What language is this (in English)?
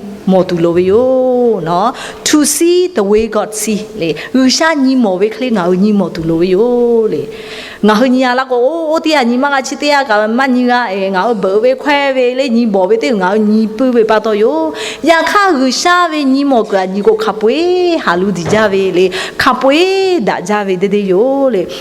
Lahu